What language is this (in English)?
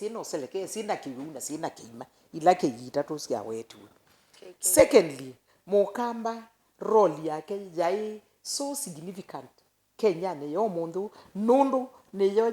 Kamba